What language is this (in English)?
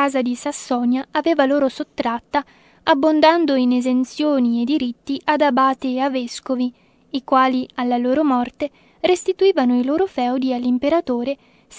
Italian